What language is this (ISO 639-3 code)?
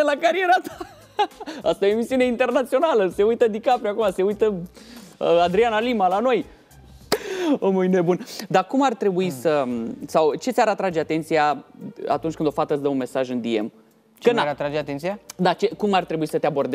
ron